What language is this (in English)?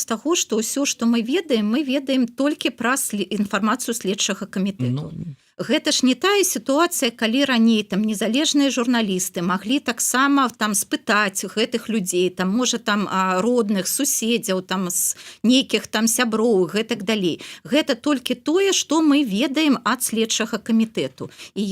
Belarusian